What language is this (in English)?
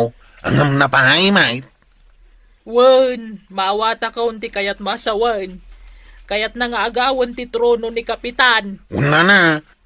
Iloko